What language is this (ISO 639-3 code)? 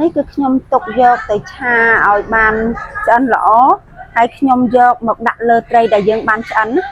khm